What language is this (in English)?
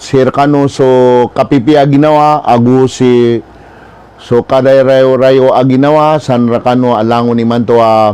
Maranao